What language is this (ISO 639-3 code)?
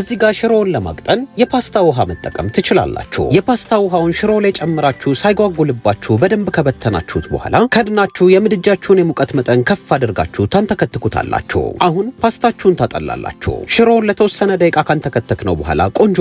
amh